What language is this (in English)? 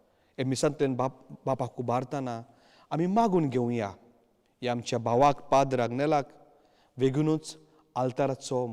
Konkani